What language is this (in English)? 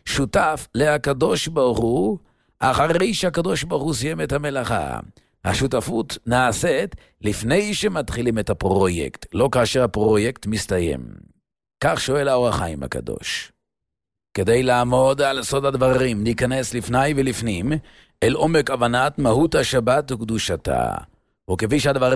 Hebrew